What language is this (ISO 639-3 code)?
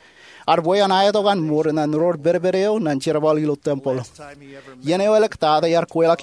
mah